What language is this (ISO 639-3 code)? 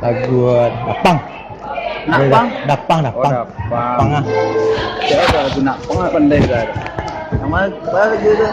min